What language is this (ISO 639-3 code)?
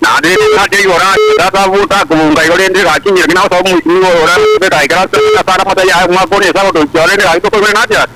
guz